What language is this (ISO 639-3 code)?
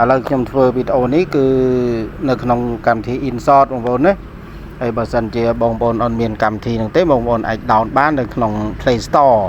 khm